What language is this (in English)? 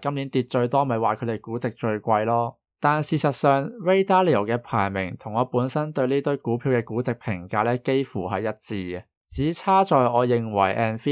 Cantonese